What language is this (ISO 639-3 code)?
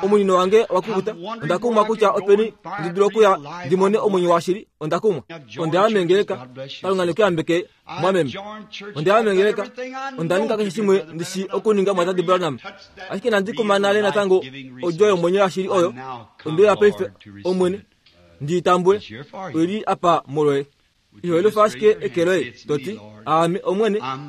kua